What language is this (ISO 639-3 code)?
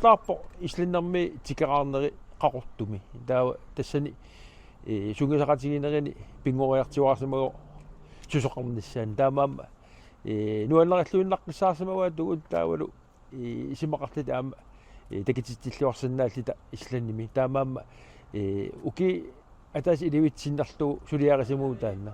kal